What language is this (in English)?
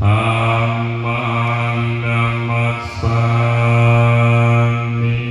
Pali